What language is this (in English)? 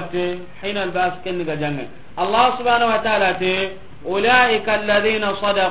Soninke